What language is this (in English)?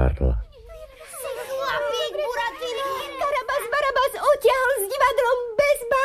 Slovak